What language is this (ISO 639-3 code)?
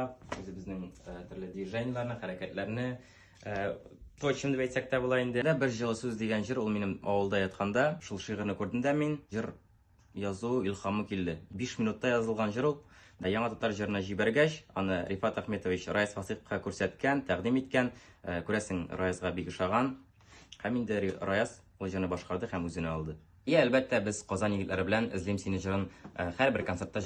tat